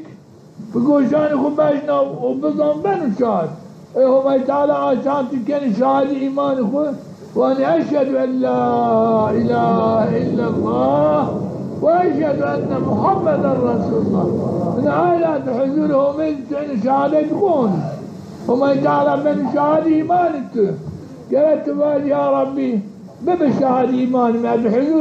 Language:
Zaza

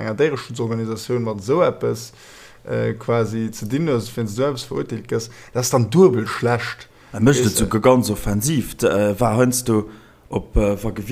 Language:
Luxembourgish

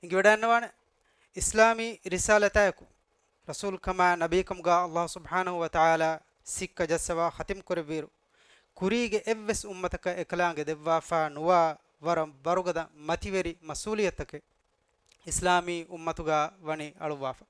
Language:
Divehi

